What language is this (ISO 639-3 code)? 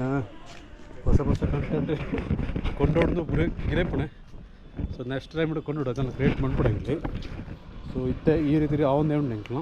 tcy